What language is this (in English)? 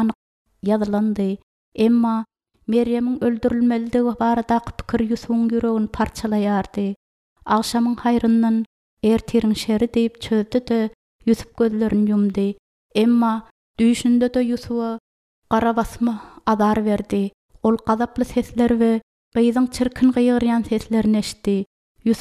Turkmen